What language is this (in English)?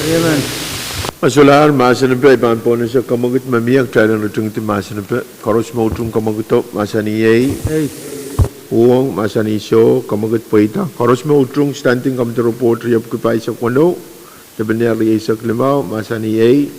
Pohnpeian